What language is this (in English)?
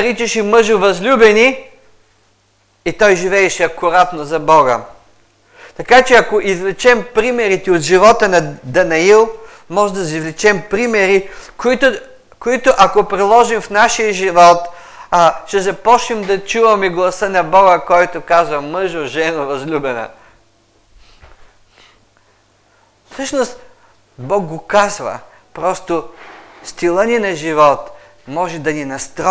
Bulgarian